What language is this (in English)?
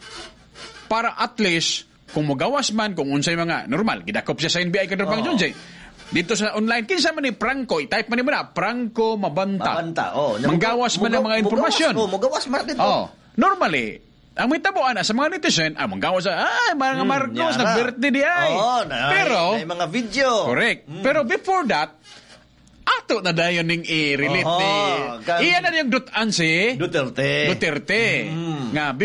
Cebuano